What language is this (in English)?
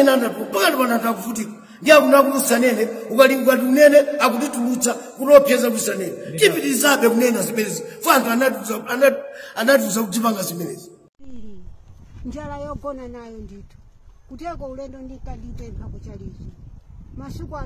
Nyanja